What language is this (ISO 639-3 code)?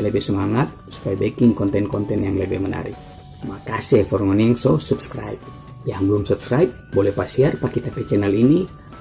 xmm